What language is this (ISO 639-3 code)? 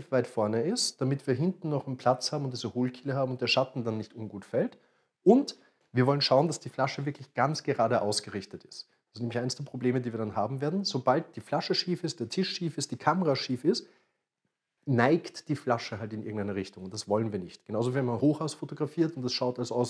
deu